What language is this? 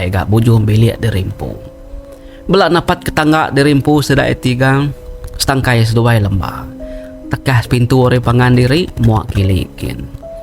Iban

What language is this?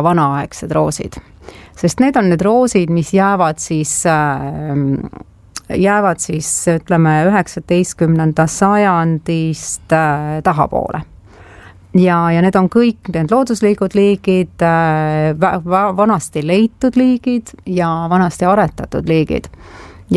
Estonian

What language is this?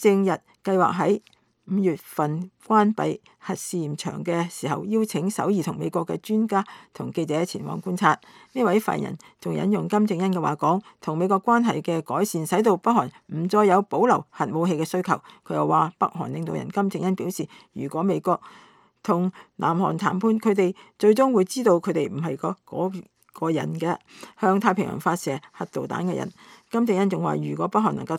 Cantonese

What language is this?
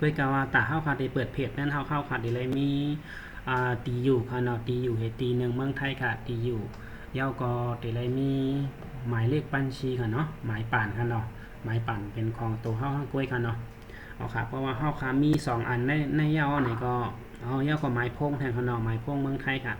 Shan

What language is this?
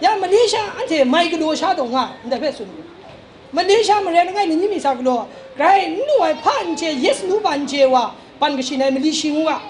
Kachin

